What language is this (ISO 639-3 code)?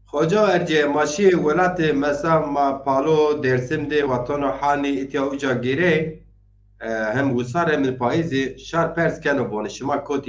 zza